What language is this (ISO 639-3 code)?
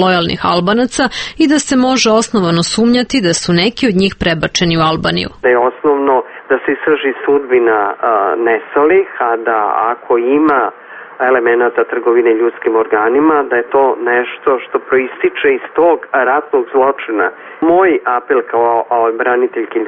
srp